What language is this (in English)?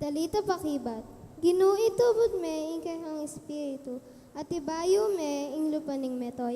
Pampanga